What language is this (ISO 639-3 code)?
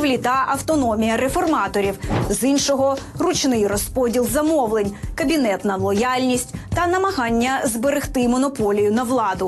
ukr